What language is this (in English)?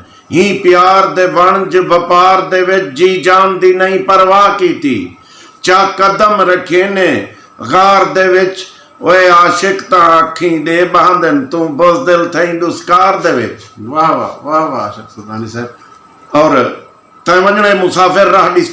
Saraiki